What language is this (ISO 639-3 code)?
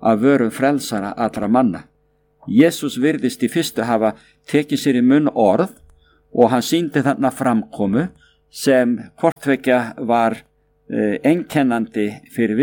isl